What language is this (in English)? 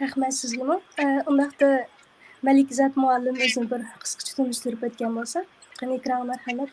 Uyghur